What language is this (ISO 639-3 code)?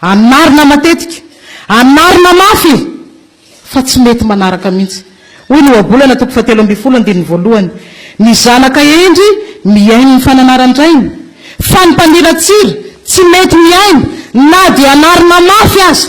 mlg